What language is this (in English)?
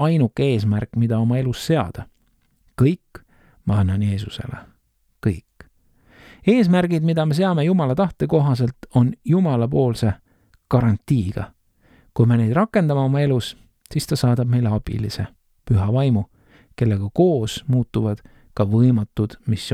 Estonian